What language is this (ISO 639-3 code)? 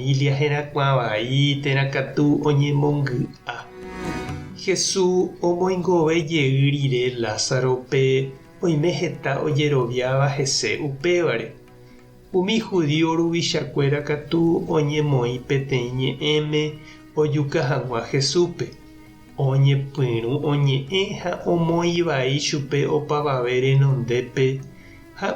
grn